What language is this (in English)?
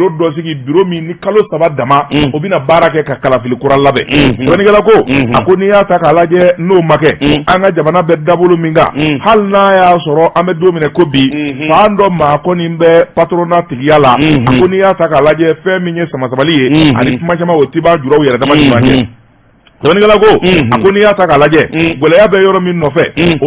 Bambara